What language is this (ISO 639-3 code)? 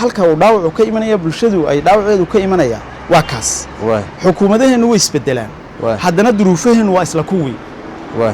som